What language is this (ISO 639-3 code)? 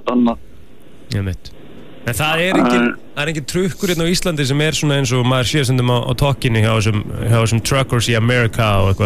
isl